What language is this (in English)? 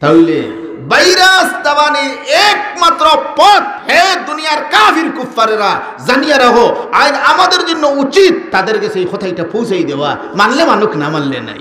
Sylheti